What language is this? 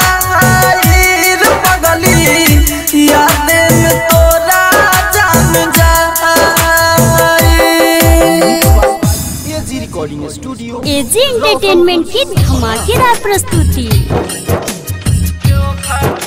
Bhojpuri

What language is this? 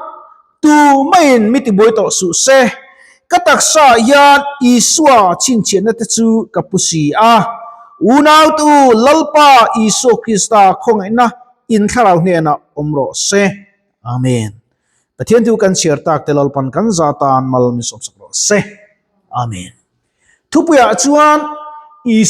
Mizo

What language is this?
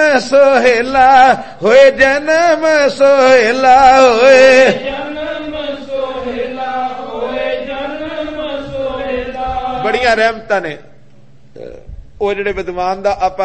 Punjabi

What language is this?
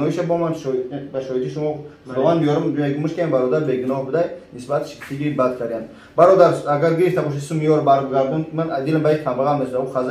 Tajik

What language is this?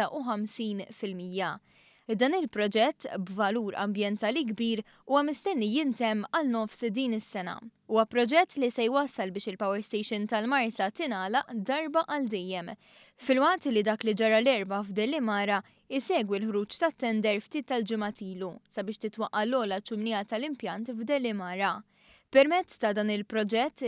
Maltese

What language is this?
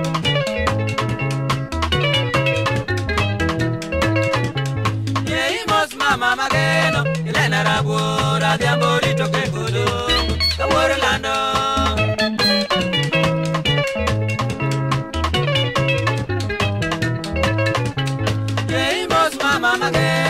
Luo (Kenya and Tanzania)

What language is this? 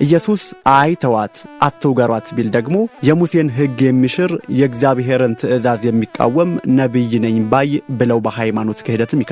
Amharic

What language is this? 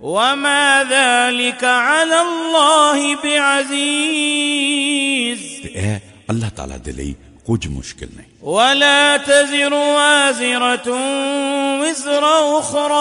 Western Panjabi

